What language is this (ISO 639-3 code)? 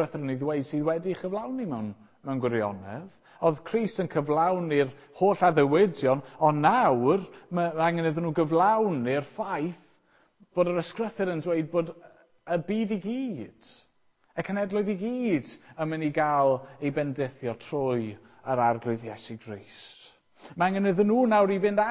cym